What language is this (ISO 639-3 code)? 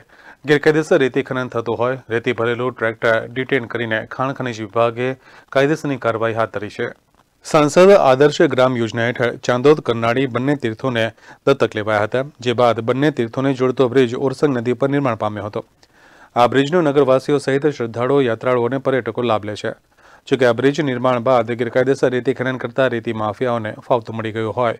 guj